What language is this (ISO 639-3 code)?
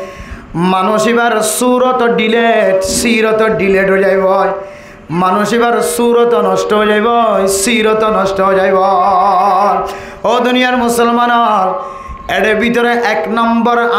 rhg